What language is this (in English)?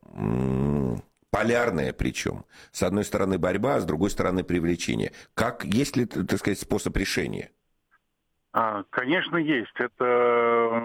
Russian